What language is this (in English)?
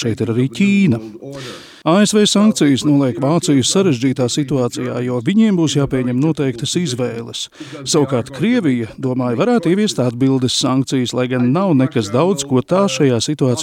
Latvian